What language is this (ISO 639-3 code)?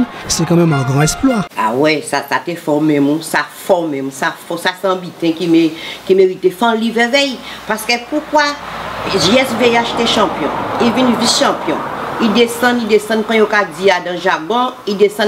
gcf